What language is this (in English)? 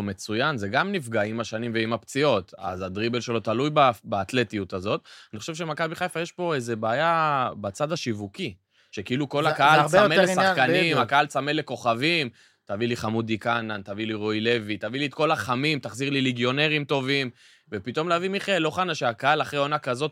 Hebrew